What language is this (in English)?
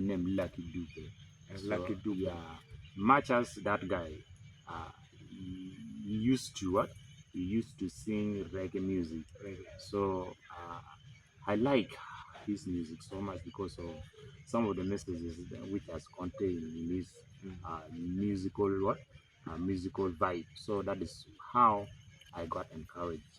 Acoli